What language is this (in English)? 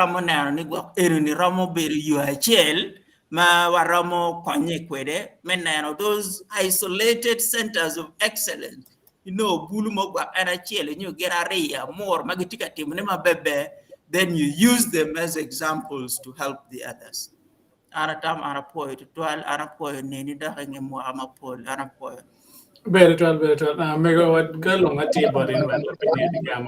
Acoli